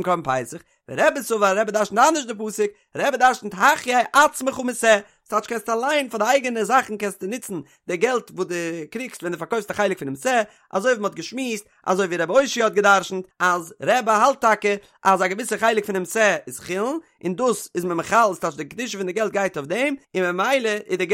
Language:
Yiddish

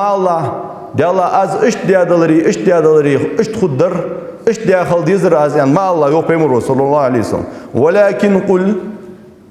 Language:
Ingush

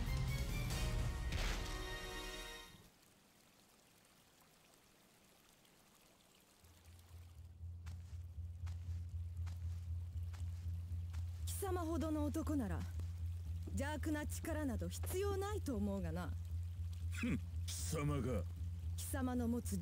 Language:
Japanese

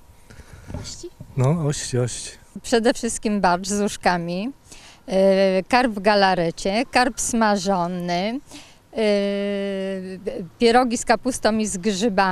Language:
Polish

